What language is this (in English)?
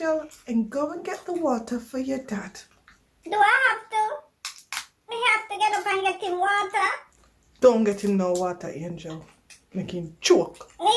Jamaican Creole English